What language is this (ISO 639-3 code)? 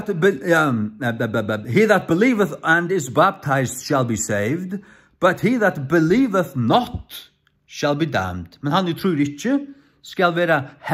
fao